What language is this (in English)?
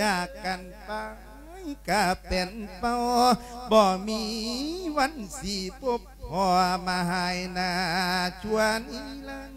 Lao